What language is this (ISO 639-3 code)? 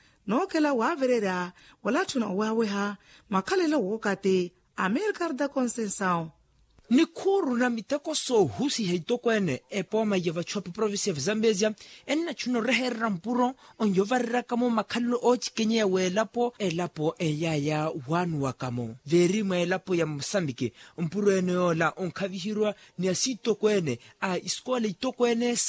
vmw